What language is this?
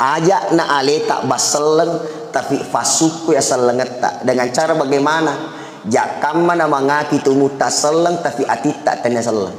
Buginese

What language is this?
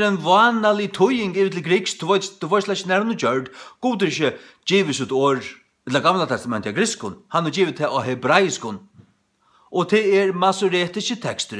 Faroese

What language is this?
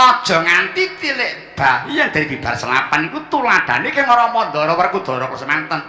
Javanese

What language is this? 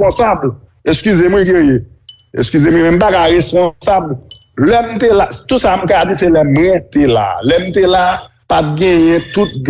Haitian Creole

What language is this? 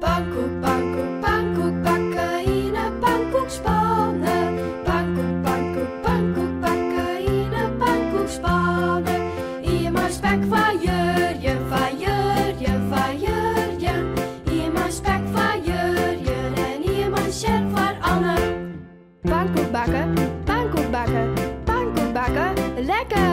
Western Frisian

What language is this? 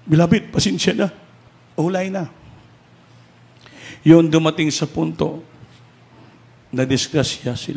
Filipino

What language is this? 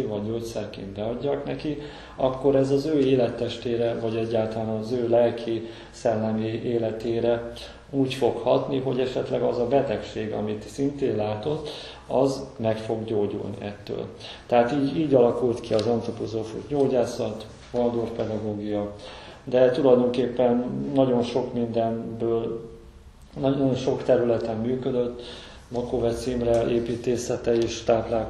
Hungarian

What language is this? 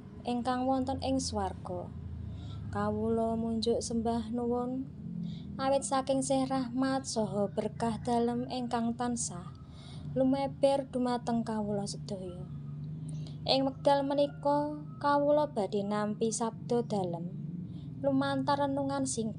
Javanese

